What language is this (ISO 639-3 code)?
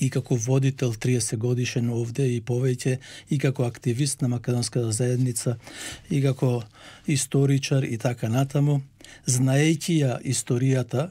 mkd